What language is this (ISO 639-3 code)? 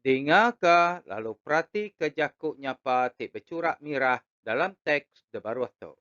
iba